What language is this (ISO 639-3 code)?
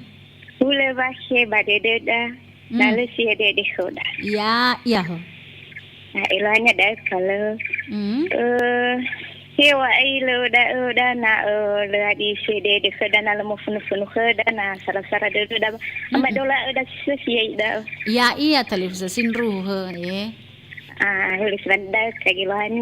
nia